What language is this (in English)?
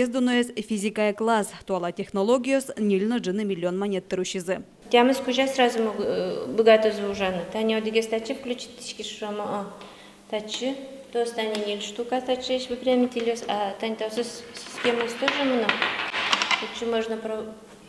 Udmurt